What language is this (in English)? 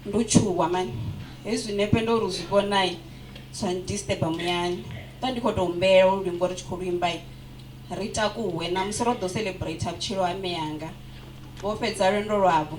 Venda